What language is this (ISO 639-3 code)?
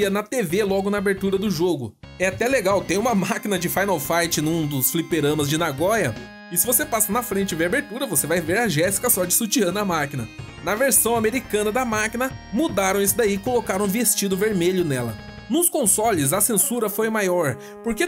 por